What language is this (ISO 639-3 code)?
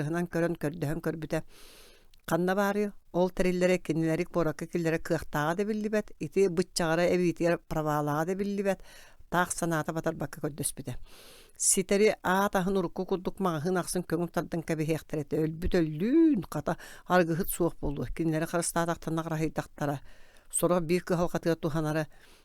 sah